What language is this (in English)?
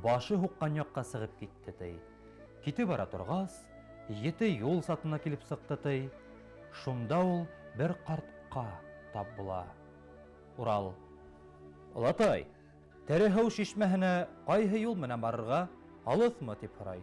Bashkir